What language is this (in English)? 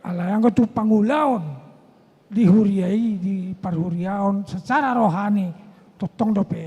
Batak Toba